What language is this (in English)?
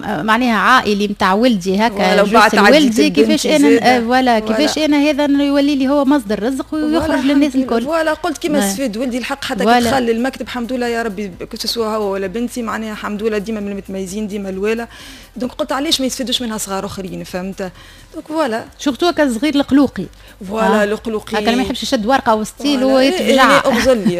Tunisian Arabic